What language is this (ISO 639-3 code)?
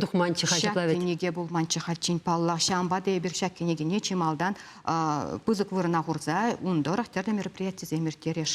chv